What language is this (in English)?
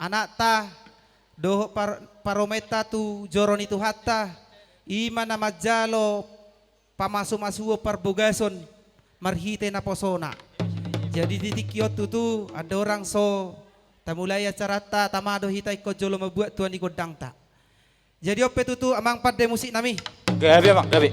Batak Toba